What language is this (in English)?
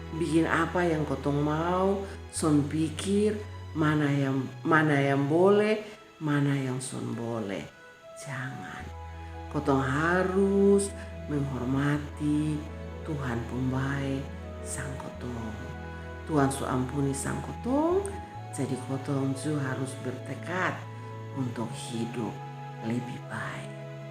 Kupang Malay